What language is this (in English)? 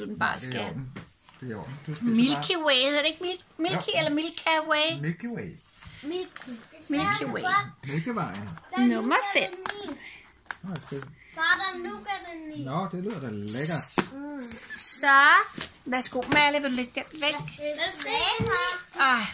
Danish